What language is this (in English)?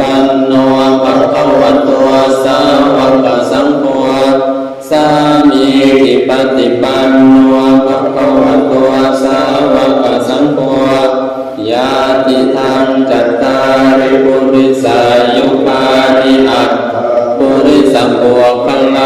Pali